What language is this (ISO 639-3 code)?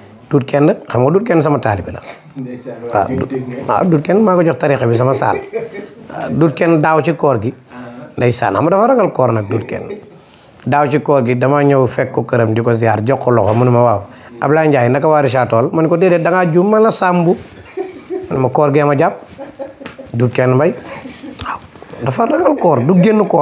wol